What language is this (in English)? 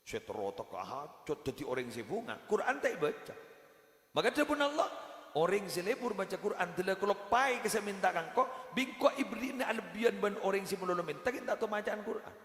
Madurese